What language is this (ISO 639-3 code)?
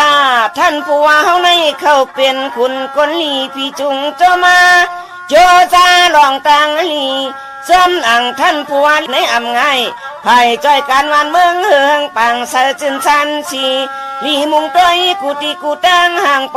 shn